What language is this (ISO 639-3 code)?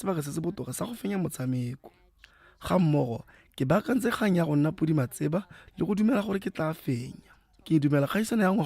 tsn